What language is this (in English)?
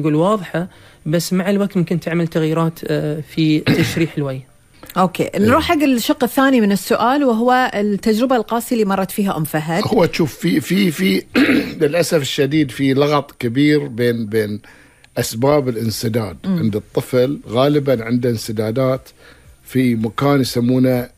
Gulf Arabic